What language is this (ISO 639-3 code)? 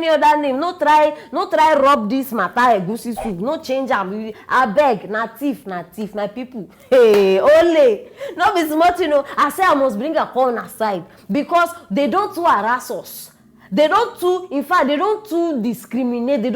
pcm